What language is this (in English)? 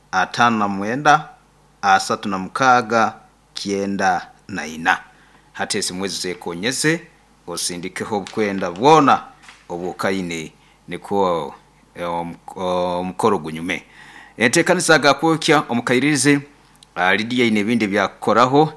Nyoro